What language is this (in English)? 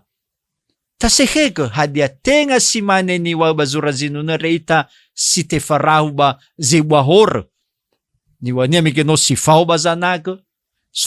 Nias